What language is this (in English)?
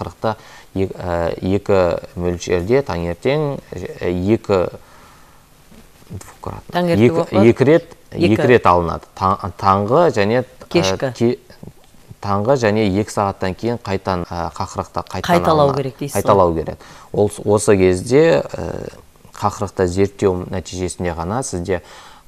Kazakh